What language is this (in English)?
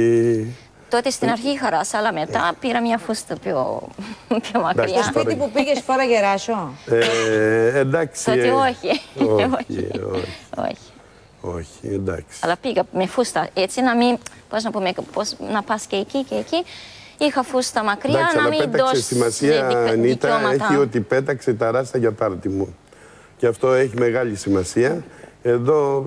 Greek